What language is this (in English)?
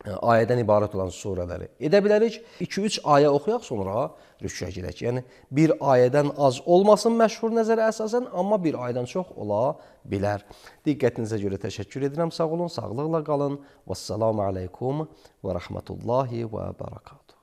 Azerbaijani